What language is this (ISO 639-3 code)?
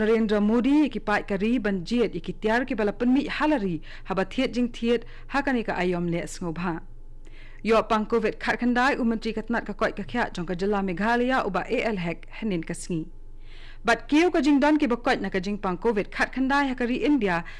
kha